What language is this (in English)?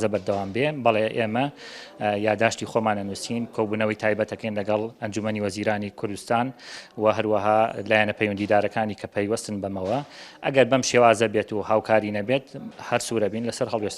Central Kurdish